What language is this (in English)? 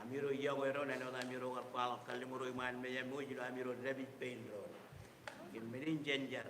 Marshallese